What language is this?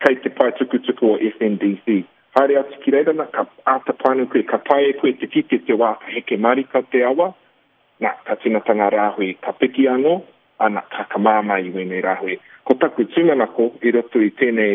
Māori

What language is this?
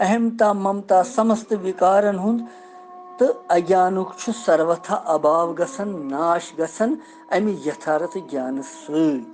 Kashmiri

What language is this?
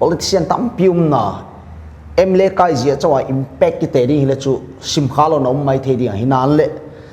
Paite Chin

